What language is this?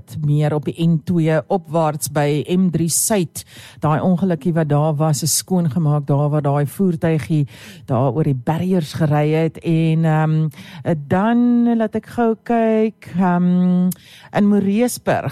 Afrikaans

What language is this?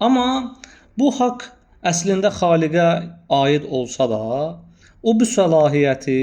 Azerbaijani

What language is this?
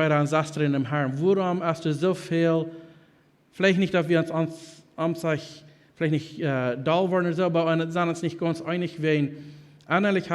Plautdietsch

